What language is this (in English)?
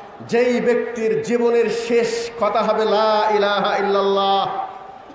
Bangla